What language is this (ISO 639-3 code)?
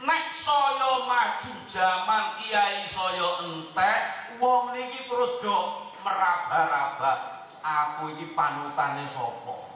jav